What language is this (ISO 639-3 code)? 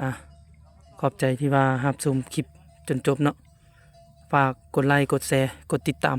lao